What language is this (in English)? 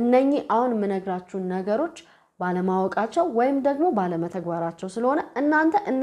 Amharic